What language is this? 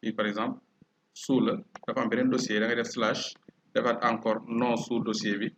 Wolof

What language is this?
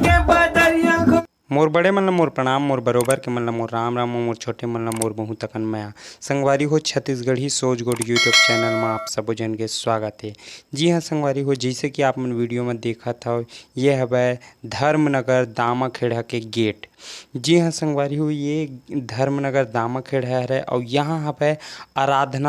Chhattisgarhi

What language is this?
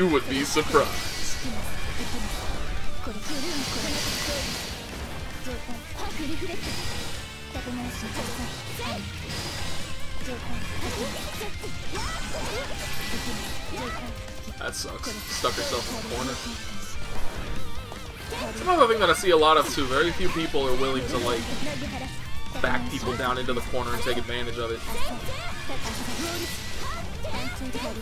English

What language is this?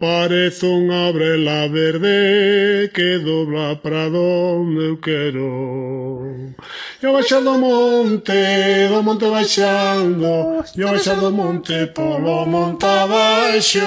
Galician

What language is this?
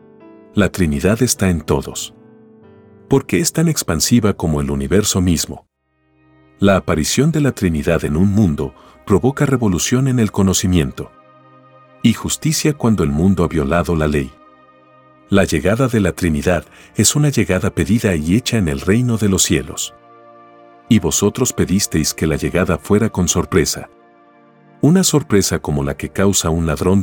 Spanish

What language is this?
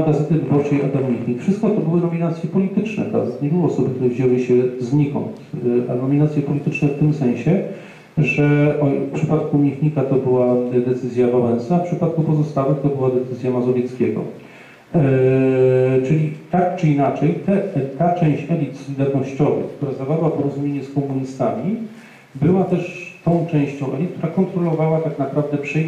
Polish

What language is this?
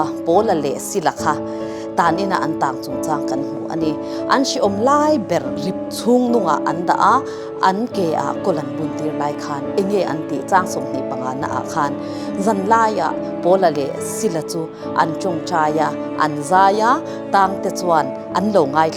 Mizo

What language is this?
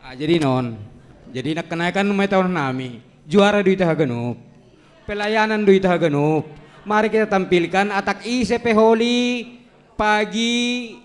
Batak Simalungun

